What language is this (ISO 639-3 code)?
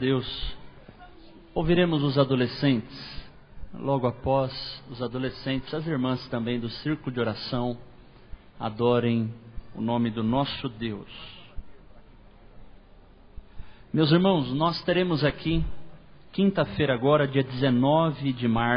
por